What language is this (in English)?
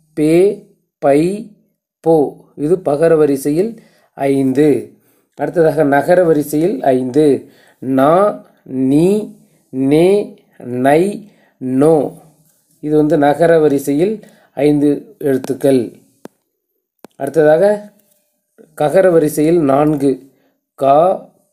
Tamil